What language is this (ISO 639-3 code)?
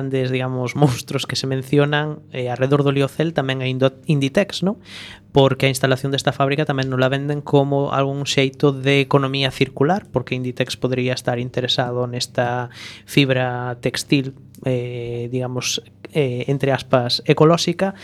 glg